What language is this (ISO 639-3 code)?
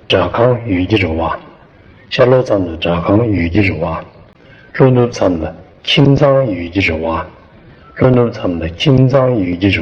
bod